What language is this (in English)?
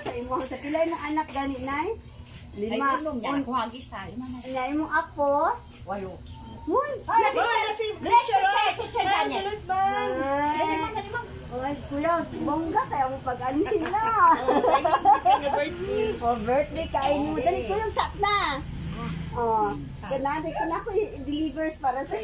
Cebuano